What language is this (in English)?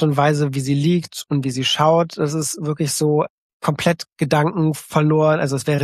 German